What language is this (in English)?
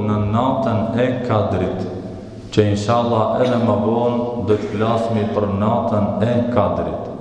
Albanian